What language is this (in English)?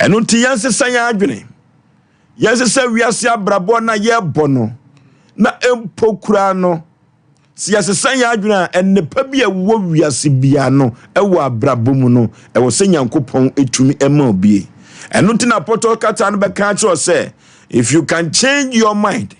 Akan